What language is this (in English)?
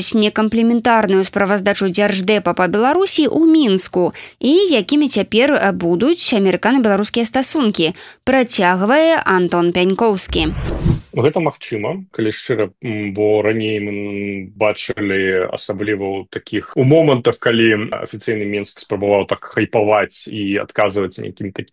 Belarusian